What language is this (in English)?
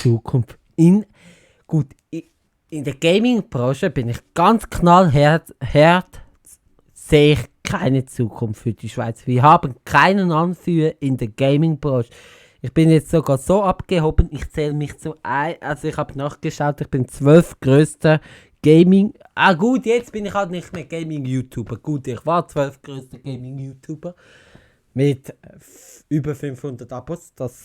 Swiss German